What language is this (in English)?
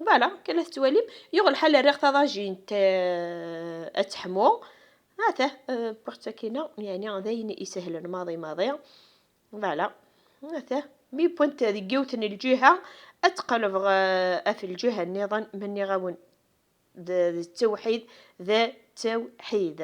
Kabyle